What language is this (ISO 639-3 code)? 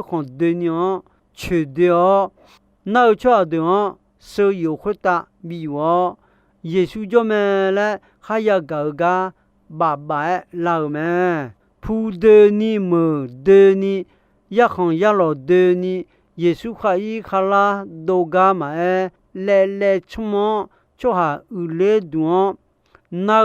ahk